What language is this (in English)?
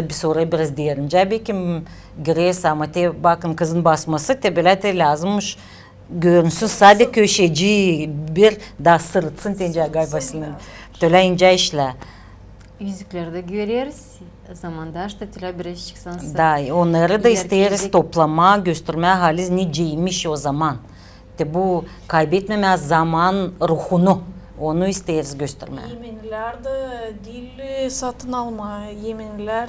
Gagauz